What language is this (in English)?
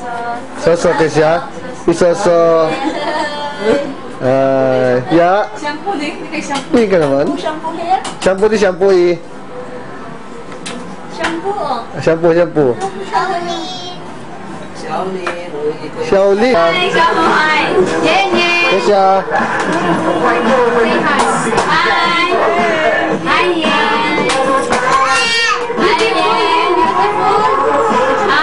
Filipino